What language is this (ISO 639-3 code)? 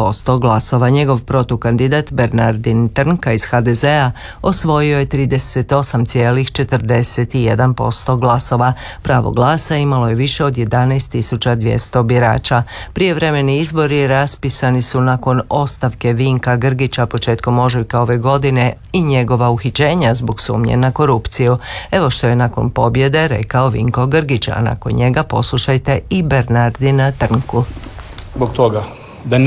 hrv